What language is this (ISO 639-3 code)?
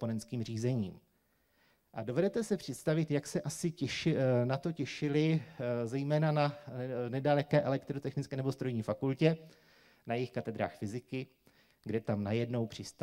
ces